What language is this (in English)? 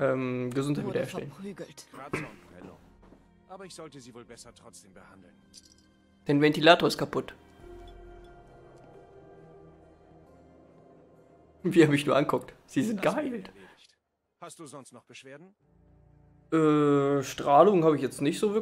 German